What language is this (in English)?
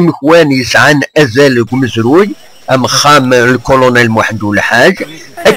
Kabyle